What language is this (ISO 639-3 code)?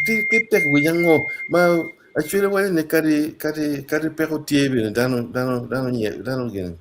ach